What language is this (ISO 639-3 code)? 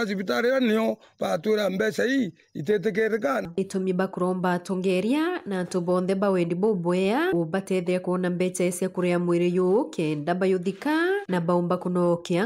mer